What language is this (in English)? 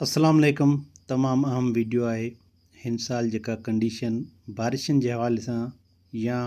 Sindhi